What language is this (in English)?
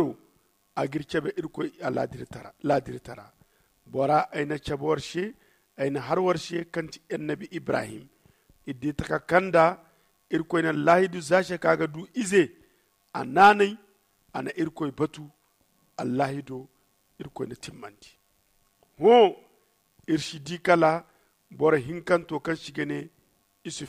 Zarma